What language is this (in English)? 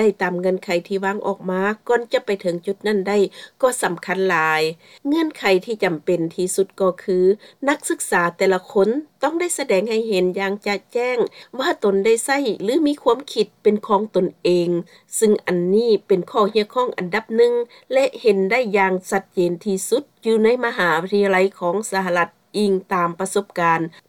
Lao